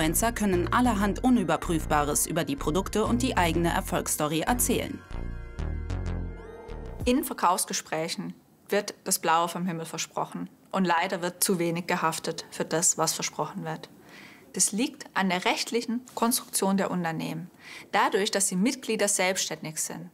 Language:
German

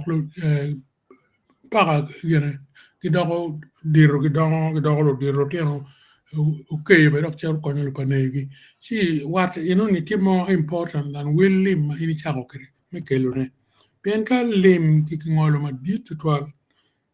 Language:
Acoli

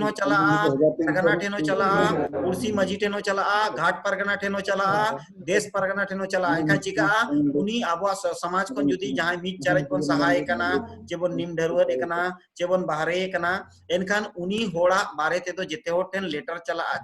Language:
Santali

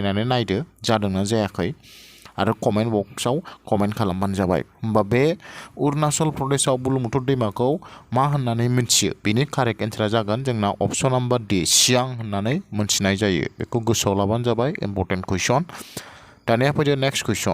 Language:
Bodo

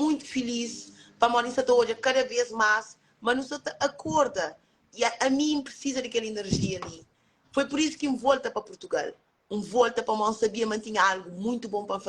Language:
Kabuverdianu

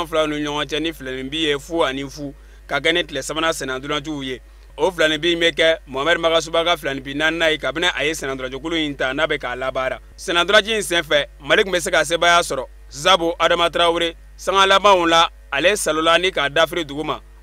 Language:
Bambara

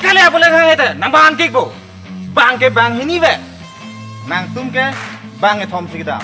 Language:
Karbi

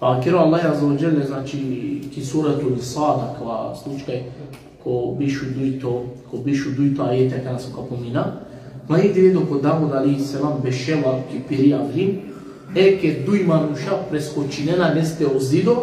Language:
Balkan Romani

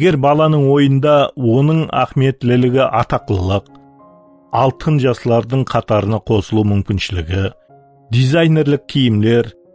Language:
Kara-Kalpak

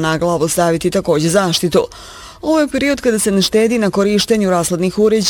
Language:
Bosnian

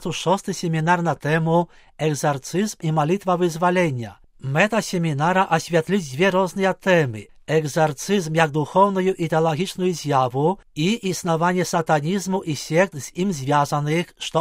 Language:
Belarusian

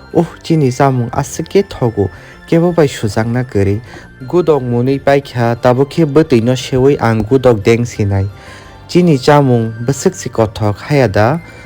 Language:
Kok Borok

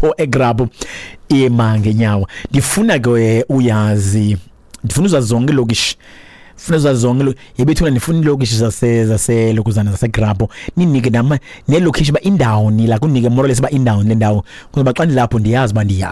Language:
Xhosa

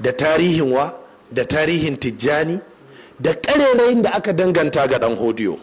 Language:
Hausa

